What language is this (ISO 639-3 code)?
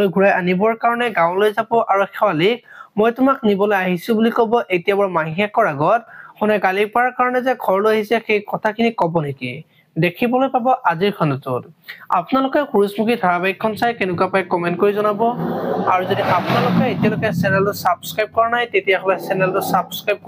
asm